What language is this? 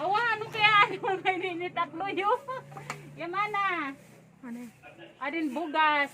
Waray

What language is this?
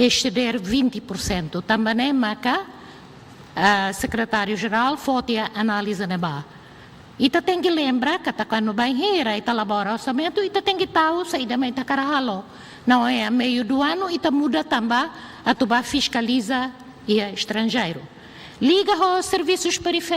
Tetum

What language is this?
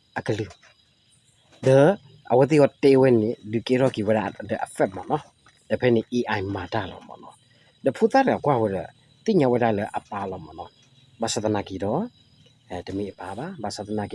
S'gaw Karen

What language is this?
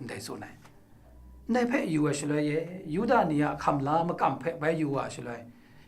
Kachin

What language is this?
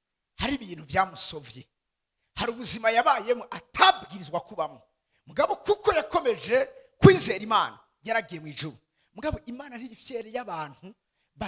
Rundi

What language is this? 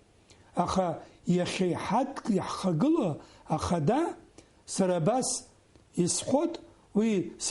Abkhazian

